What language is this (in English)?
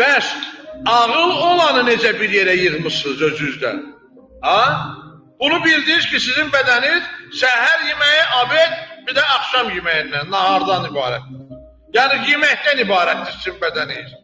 Azerbaijani